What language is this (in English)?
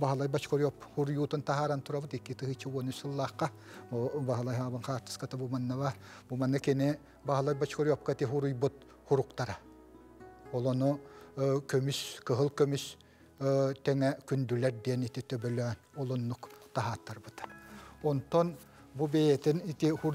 Yakut